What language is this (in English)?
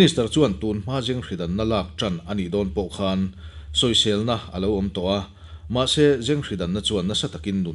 Mizo